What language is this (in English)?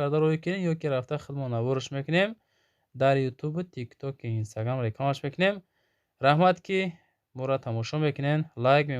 Tajik